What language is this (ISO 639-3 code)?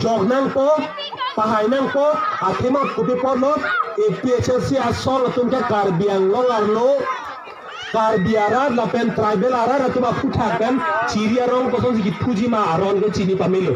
mjw